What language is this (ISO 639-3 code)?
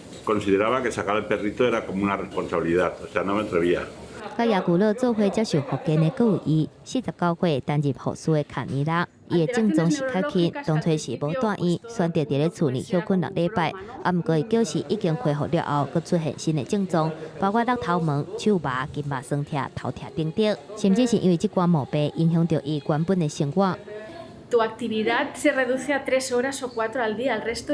nan